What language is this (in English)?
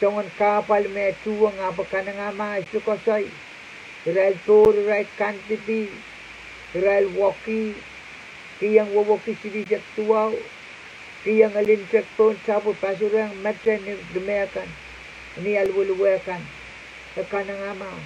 Pohnpeian